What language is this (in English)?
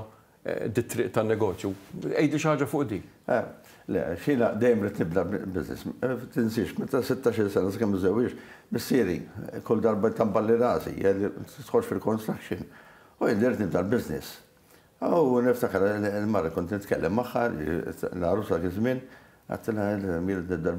Maltese